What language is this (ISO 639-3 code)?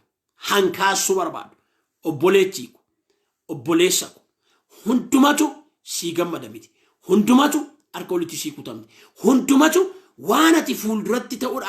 orm